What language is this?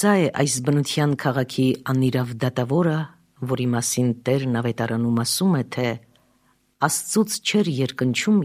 Armenian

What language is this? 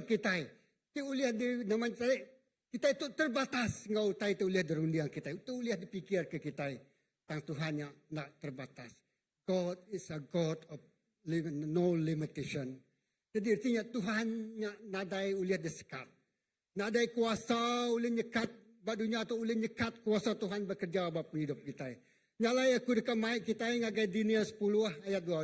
Iban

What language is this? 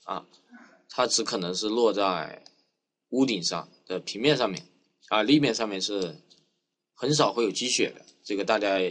Chinese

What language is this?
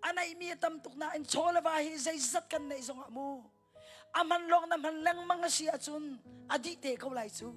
Hakha Chin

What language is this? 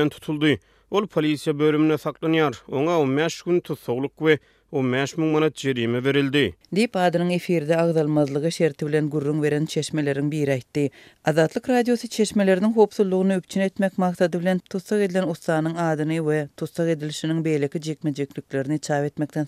Turkmen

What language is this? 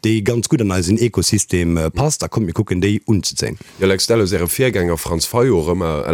Luxembourgish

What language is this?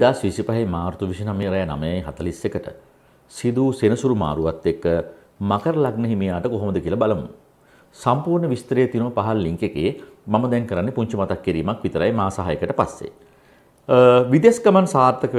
Sinhala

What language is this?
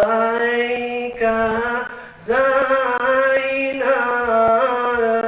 Banjar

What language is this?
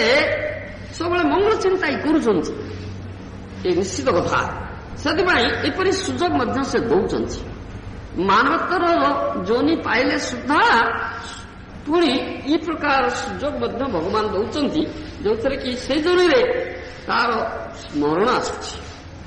Odia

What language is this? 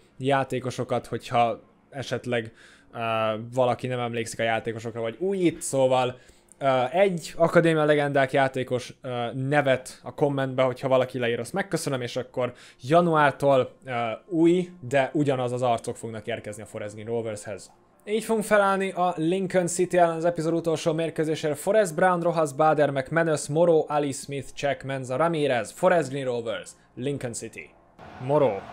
Hungarian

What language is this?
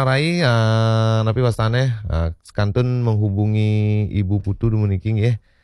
Balinese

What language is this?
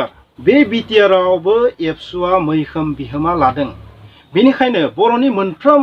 Bodo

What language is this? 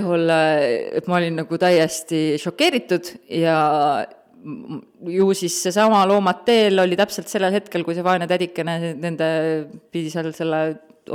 Estonian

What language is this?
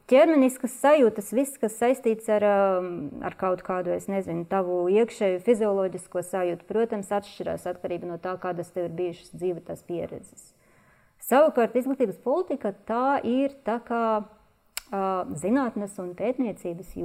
Latvian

